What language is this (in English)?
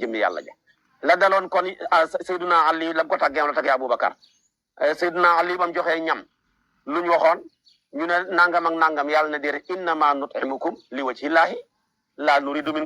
Wolof